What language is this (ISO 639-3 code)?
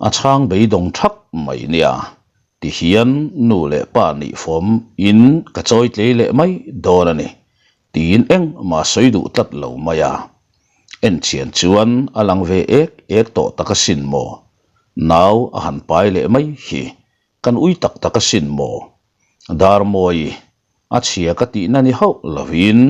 lus